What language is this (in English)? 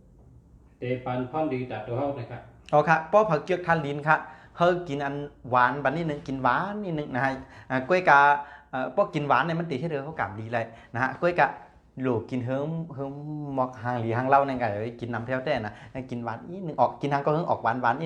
Shan